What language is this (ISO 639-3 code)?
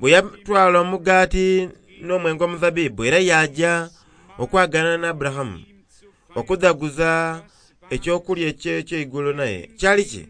xog